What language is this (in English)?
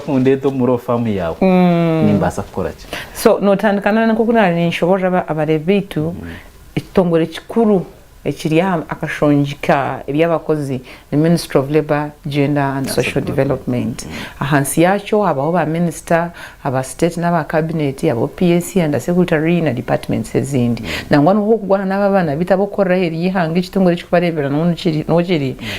Nyankole